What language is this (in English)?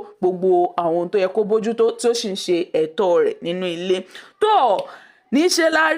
Yoruba